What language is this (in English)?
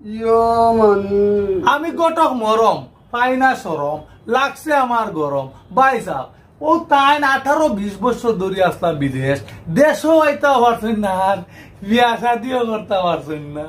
Sylheti